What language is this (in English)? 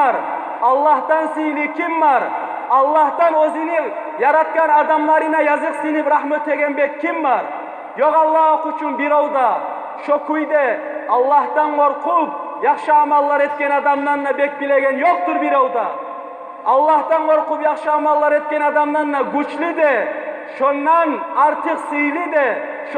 Kumyk